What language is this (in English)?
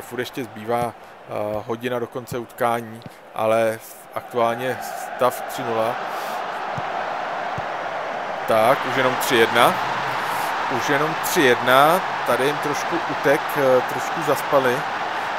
Czech